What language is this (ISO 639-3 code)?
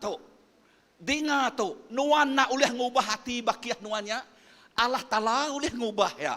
iba